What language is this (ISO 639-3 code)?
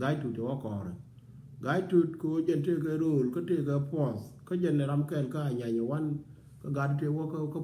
nus